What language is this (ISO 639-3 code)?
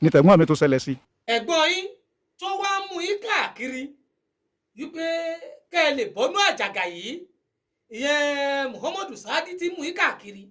yor